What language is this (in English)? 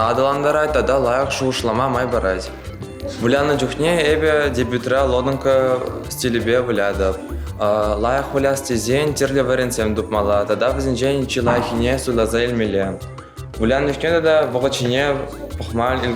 Chuvash